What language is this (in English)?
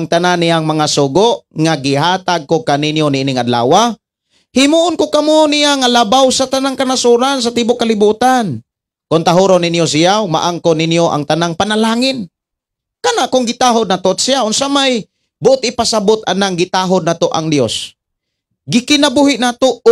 Cebuano